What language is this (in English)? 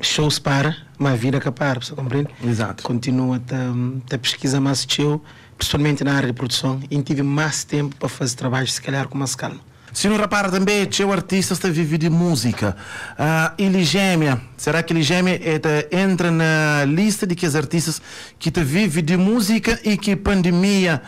Kabuverdianu